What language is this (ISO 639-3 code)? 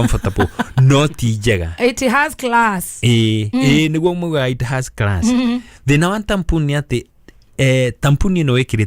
kik